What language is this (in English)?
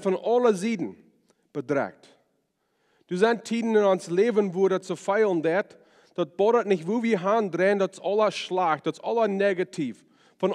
Plautdietsch